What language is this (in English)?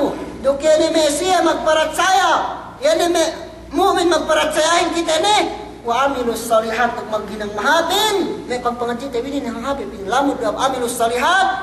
Yakan